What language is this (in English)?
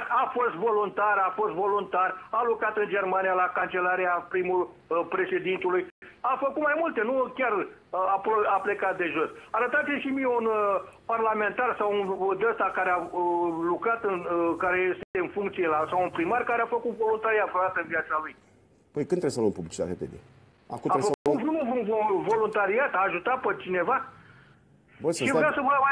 Romanian